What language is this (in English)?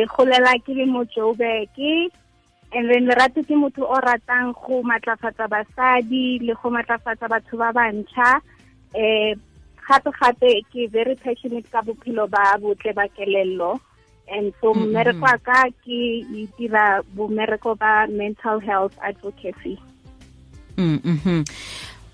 Tswana